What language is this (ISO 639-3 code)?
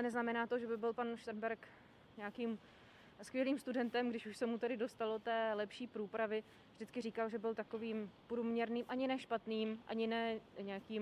ces